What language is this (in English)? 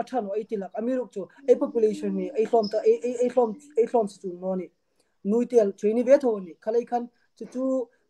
Hmar